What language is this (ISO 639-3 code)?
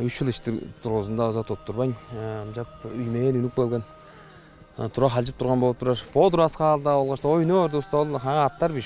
tyv